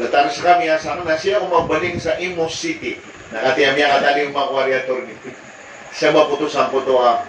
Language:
Maranao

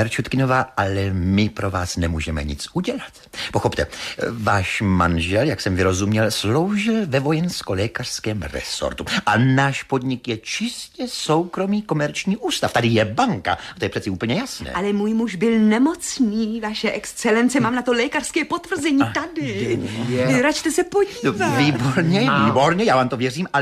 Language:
Czech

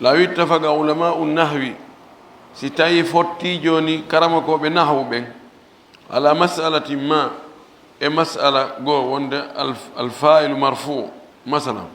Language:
Fula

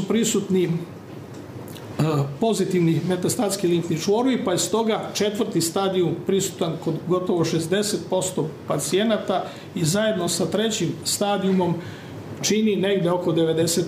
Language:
Serbian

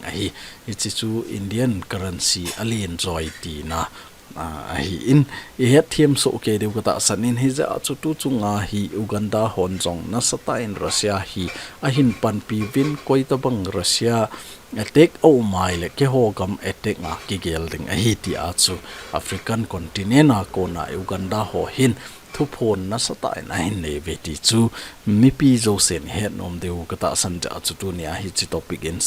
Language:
Thado Chin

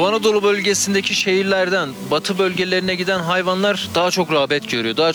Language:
Turkish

